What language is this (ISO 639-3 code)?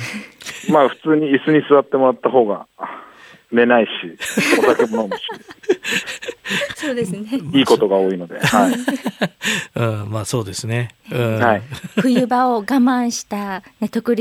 jpn